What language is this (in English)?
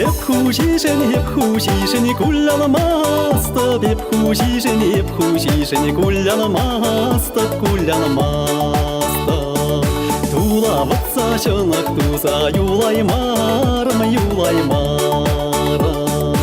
Chuvash